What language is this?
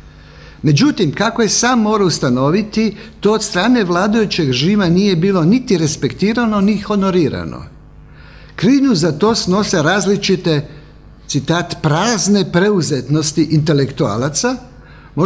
Croatian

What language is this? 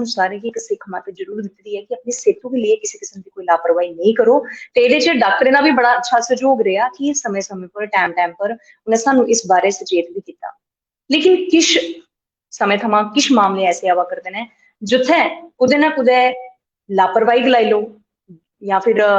Dogri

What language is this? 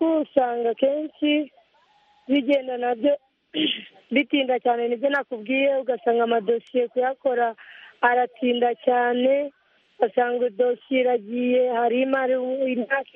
Kinyarwanda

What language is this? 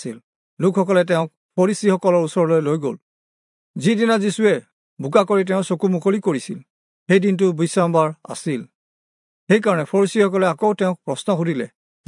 Assamese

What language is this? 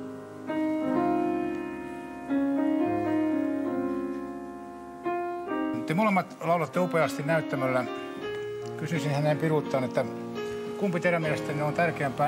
Finnish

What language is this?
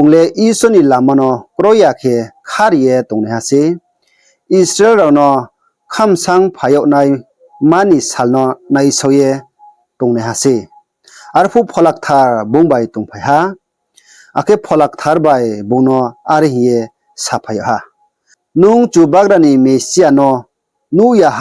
Riang (India)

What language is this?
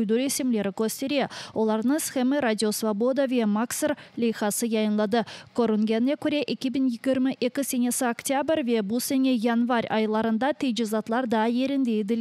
Crimean Tatar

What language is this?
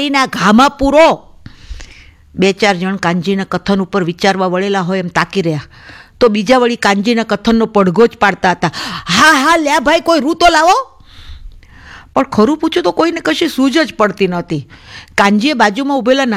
Gujarati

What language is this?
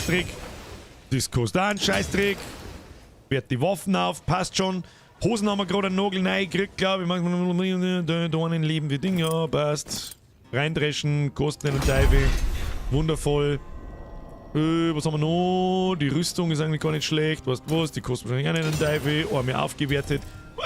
Bavarian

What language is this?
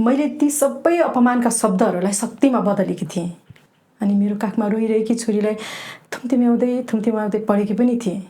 Nepali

